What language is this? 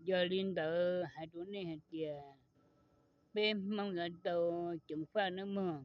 Hmong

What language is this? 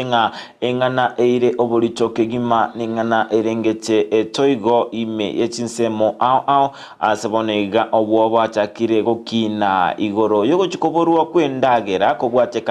Gusii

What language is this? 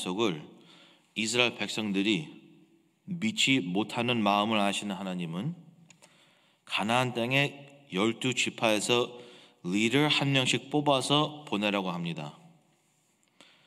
Korean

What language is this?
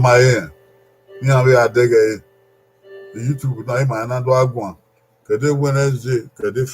Bini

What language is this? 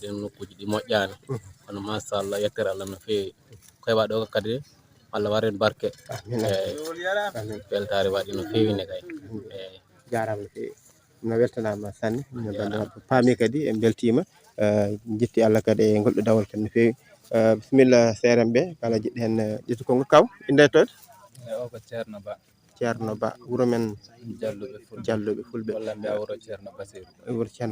Fula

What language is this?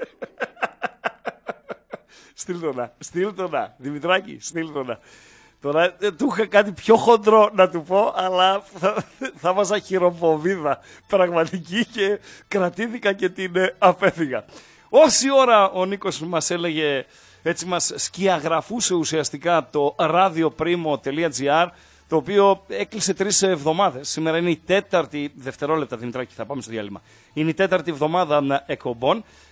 Greek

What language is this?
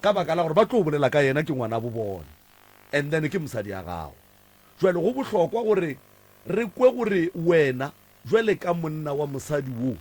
Northern Sotho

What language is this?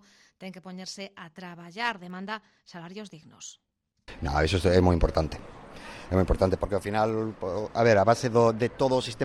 Galician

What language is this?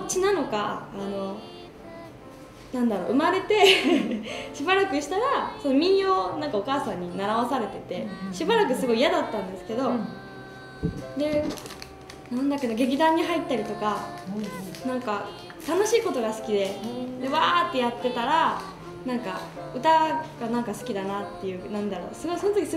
Japanese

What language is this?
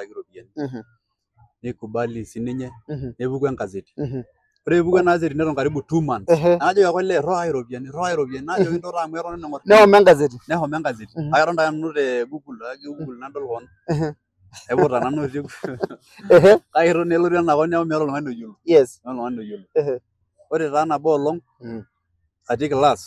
Masai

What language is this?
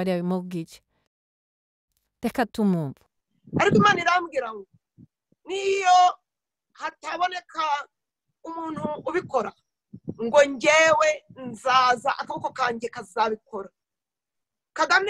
Kinyarwanda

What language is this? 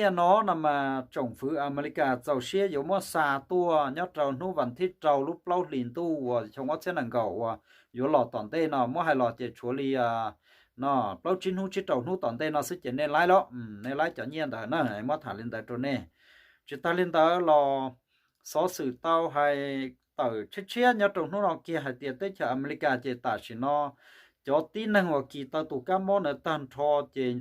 Hmong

